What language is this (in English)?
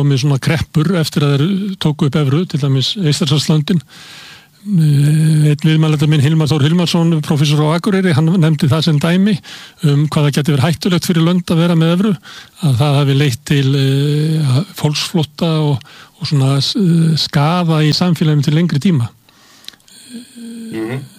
Icelandic